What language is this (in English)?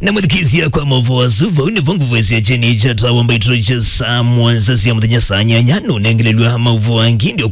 Kamba